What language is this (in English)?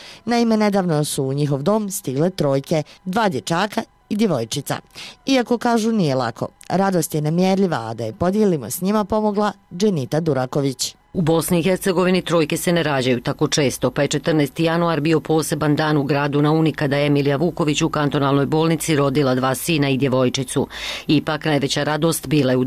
Bosnian